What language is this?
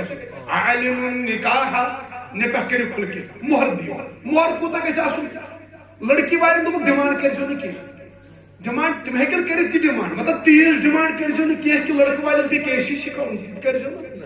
Kashmiri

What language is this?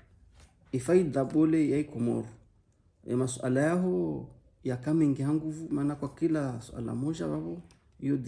Ngazidja Comorian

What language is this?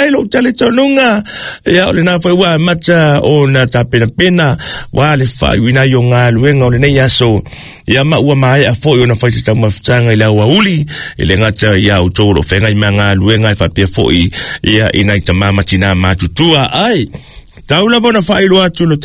Samoan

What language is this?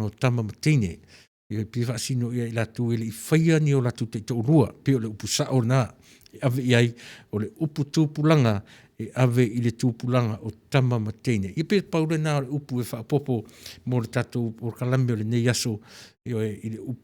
Samoan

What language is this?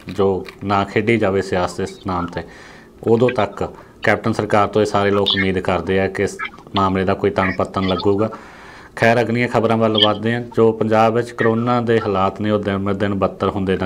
Punjabi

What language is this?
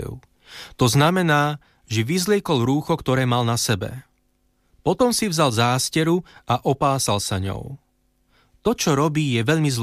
Slovak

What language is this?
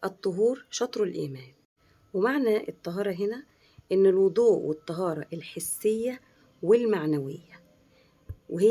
Egyptian Arabic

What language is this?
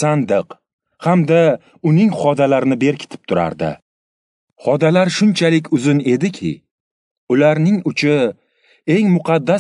Uzbek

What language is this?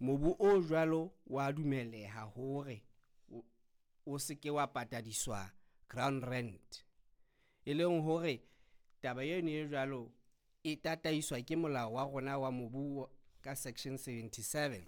Southern Sotho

